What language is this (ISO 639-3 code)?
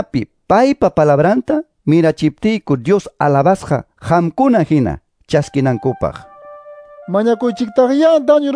que